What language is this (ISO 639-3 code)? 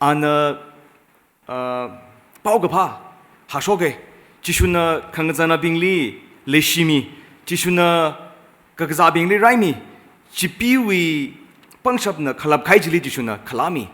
nmf